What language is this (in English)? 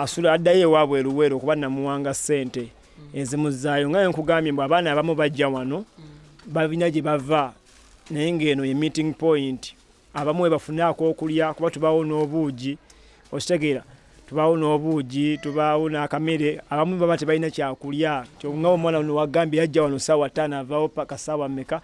Ganda